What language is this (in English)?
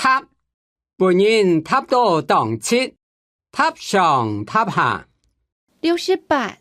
Hakka Chinese